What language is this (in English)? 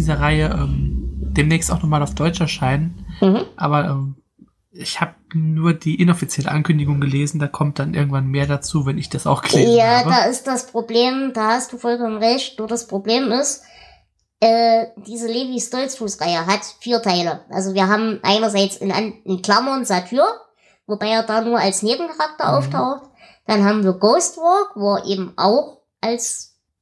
German